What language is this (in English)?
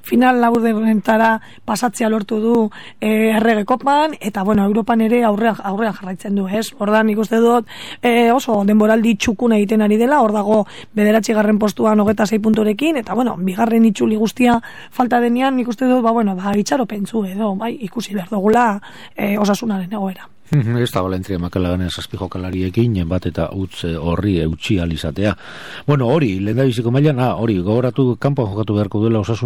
Basque